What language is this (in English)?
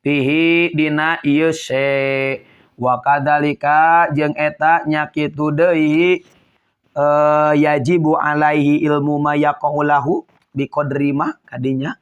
Sundanese